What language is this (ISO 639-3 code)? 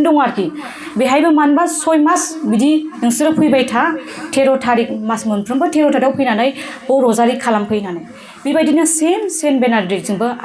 brx